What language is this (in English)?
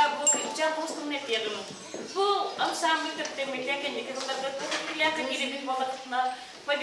Yakut